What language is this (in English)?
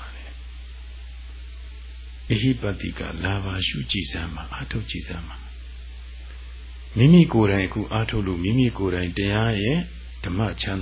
Burmese